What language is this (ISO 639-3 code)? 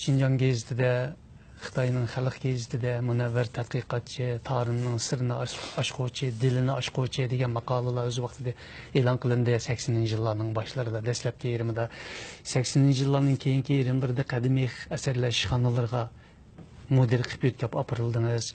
uig